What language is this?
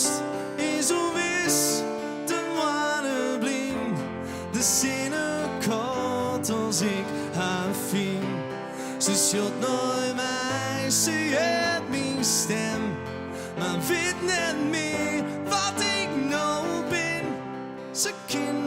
Western Frisian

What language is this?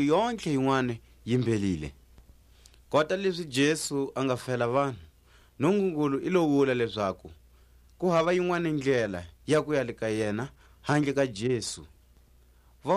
Tswa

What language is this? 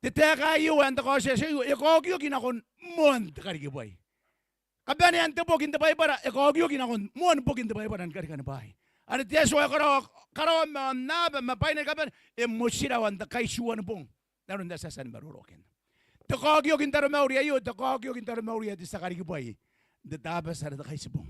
Gilbertese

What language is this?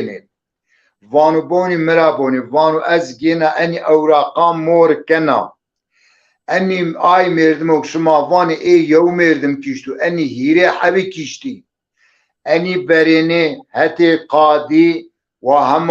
Zaza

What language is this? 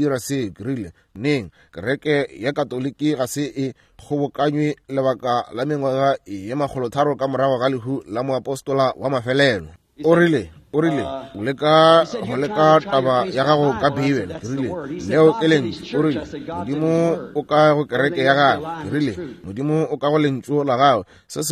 Northern Sotho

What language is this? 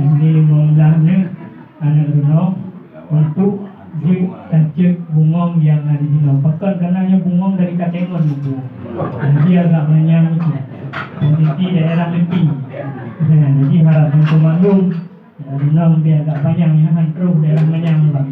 Achinese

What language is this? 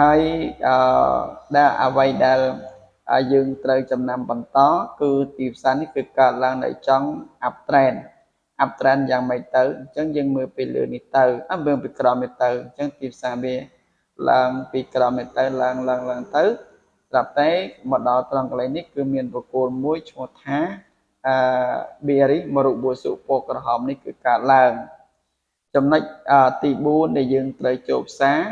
Khmer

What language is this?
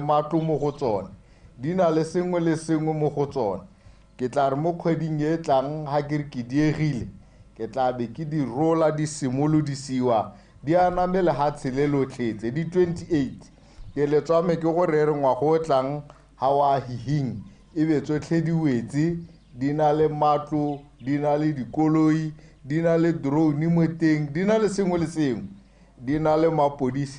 Tswana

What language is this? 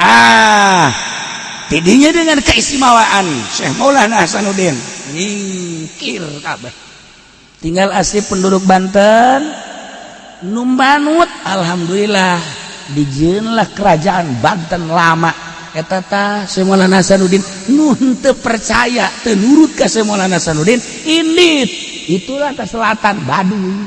Sundanese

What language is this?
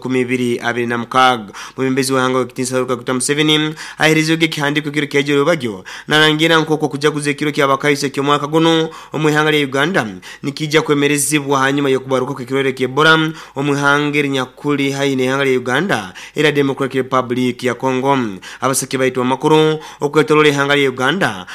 Nyoro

